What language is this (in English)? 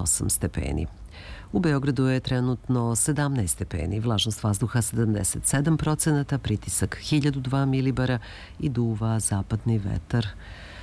Serbian